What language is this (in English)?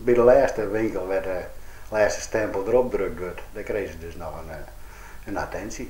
Western Frisian